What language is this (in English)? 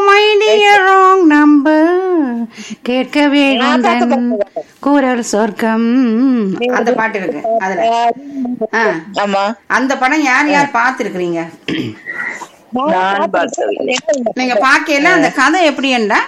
Tamil